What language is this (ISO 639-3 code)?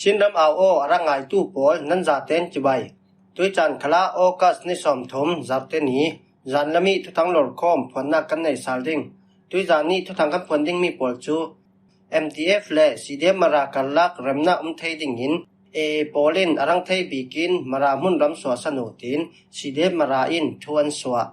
cfm